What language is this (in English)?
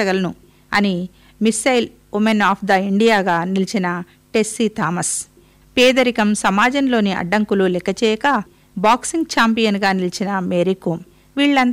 Telugu